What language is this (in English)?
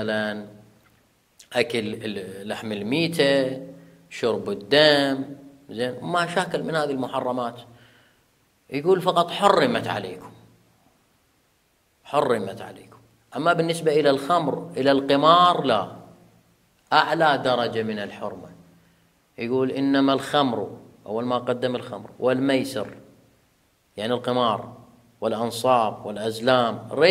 Arabic